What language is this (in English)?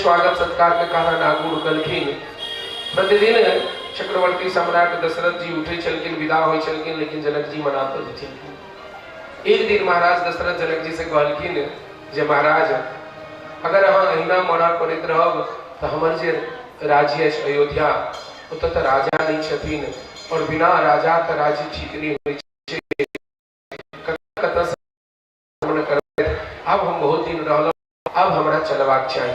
Maithili